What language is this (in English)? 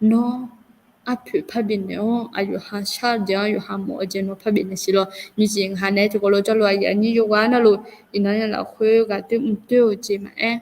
Akha